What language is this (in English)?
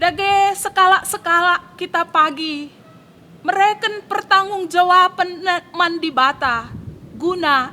Batak Karo